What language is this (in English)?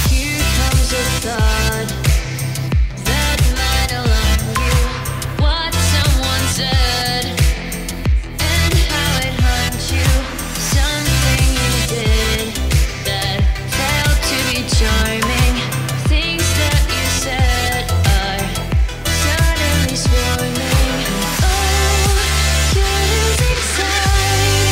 English